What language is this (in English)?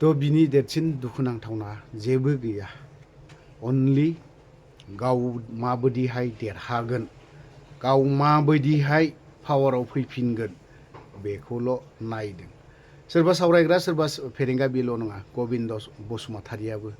Bodo